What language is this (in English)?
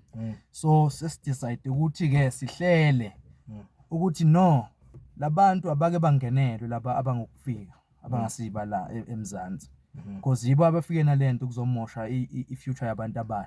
Zulu